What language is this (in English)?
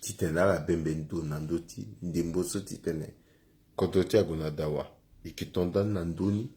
Sango